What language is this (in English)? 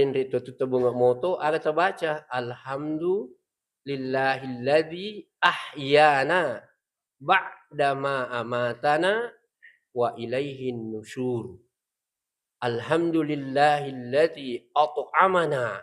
Buginese